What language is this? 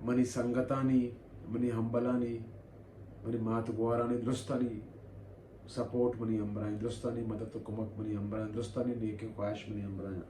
Baluchi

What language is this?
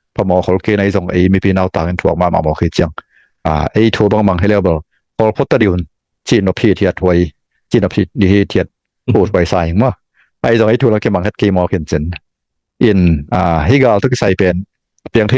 Tedim Chin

